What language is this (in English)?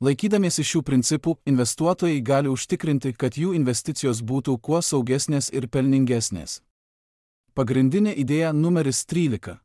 Lithuanian